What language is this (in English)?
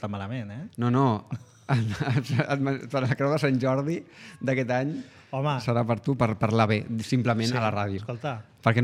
Catalan